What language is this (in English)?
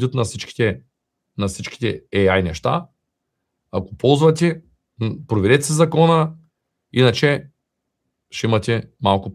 Bulgarian